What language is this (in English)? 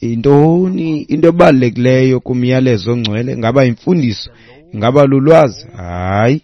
Xhosa